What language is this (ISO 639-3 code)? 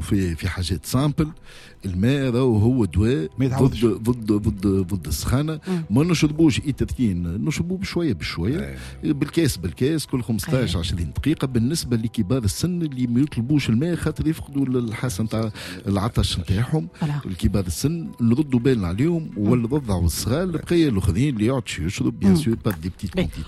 aeb